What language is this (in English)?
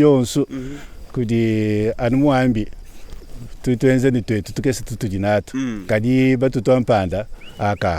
Luba-Lulua